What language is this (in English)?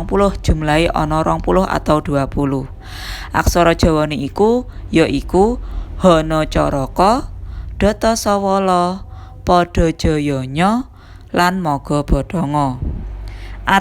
Javanese